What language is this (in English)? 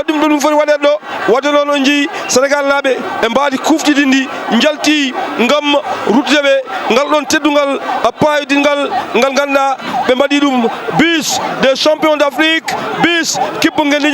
Fula